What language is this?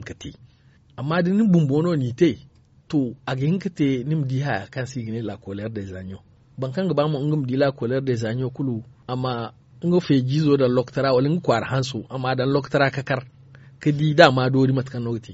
Zarma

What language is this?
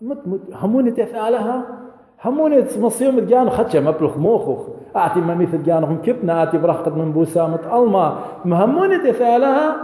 Assyrian Neo-Aramaic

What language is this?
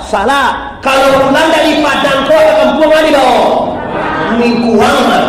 Minangkabau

